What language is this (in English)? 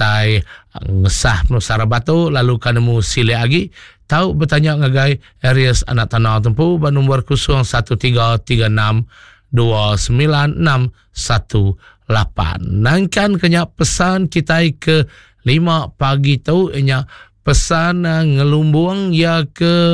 Iban